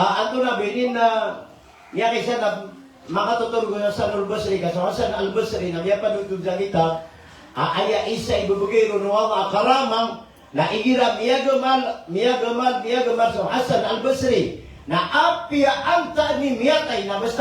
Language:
Maranao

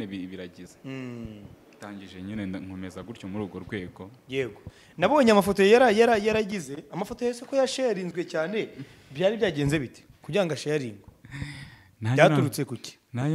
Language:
Kinyarwanda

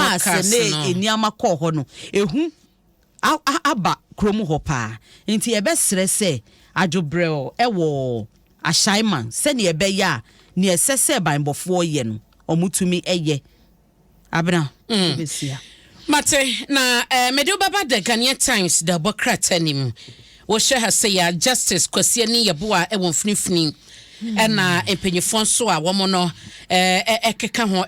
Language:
Akan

